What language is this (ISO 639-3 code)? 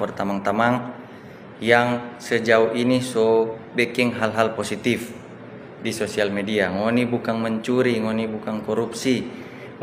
xmm